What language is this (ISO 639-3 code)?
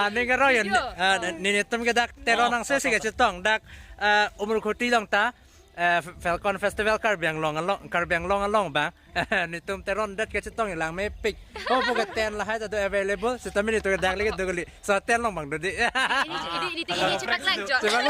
mjw